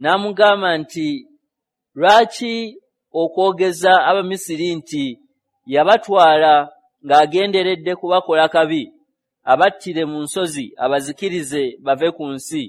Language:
Ganda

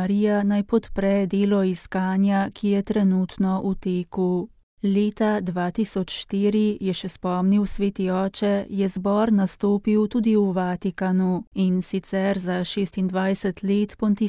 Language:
Slovenian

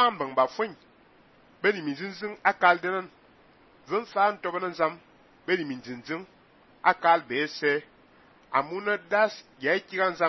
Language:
Fang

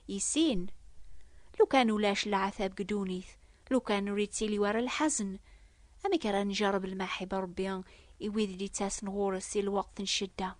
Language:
Kabyle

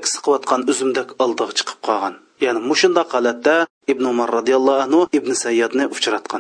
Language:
Uyghur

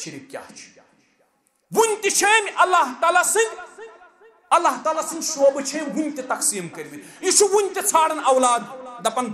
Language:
Kashmiri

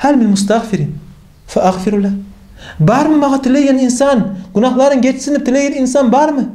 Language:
Kumyk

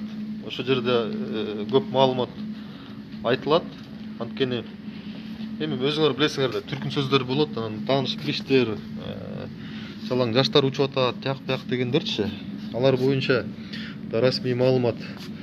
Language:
Kyrgyz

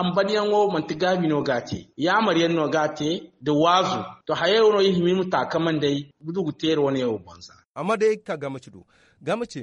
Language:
Zarma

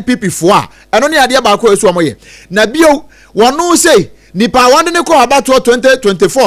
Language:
Akan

